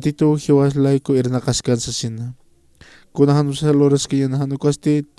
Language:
Aymara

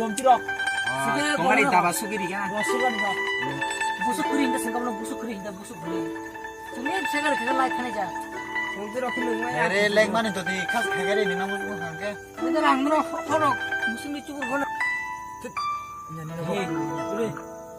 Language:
Kok Borok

